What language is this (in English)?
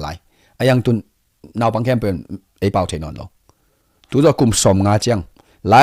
Tedim Chin